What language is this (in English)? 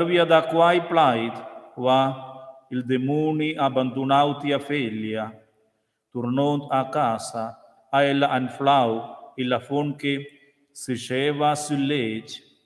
Romansh